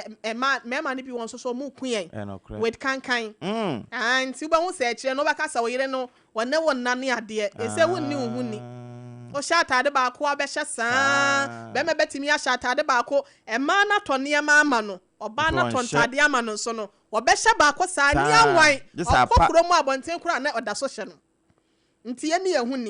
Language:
Akan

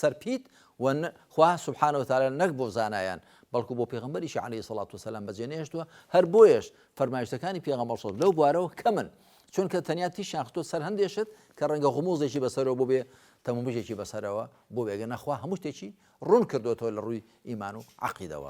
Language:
Central Kurdish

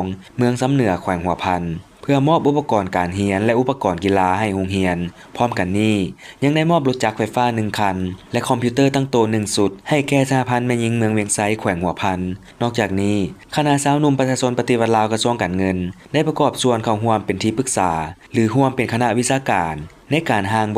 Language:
Lao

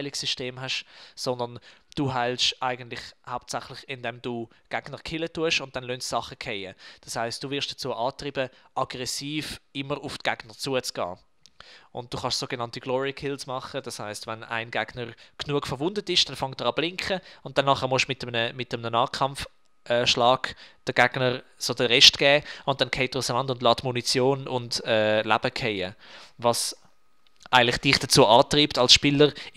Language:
Swiss German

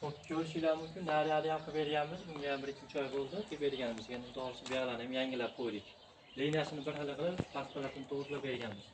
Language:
Uzbek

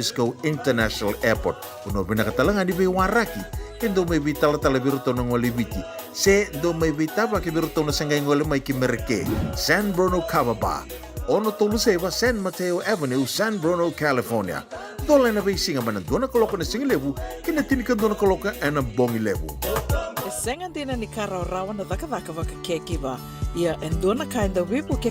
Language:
Fijian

